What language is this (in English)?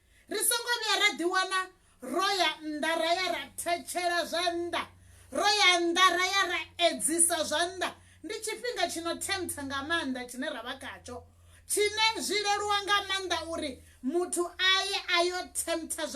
Venda